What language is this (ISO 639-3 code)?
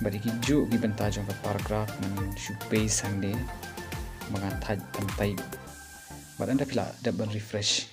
kha